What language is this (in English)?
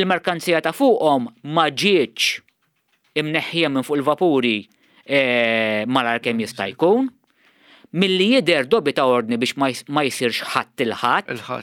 Maltese